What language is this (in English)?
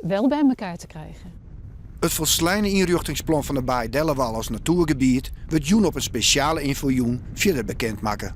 Western Frisian